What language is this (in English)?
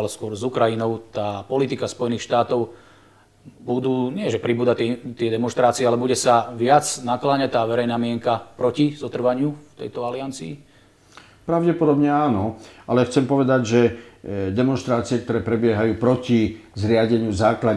Slovak